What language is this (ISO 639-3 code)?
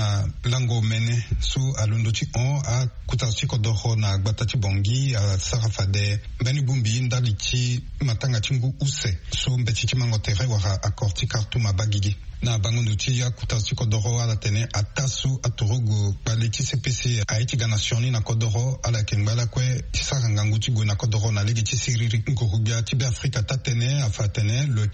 sag